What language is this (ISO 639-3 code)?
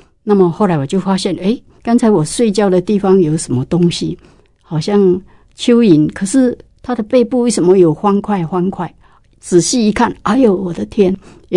zho